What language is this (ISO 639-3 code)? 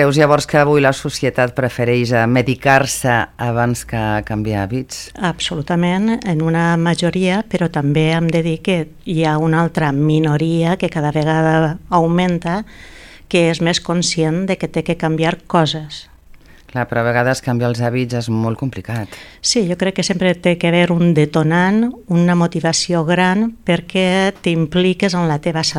cat